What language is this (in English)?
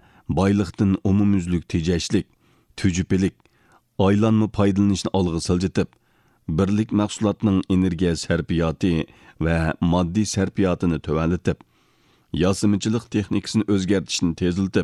Uyghur